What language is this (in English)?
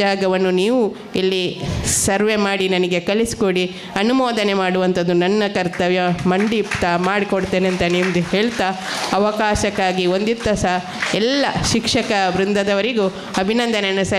Kannada